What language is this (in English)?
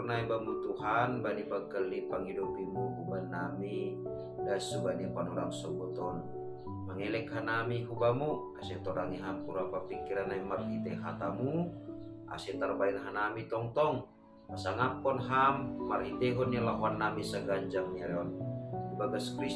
Batak Simalungun